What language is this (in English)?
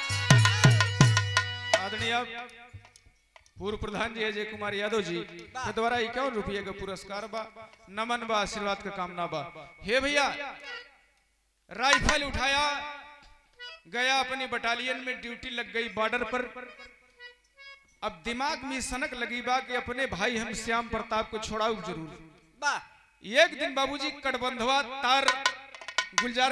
Bhojpuri